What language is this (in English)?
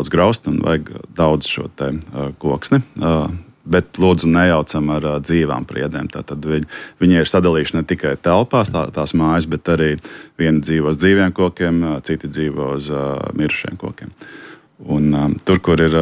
Latvian